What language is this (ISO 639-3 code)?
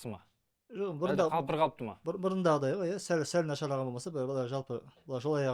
kaz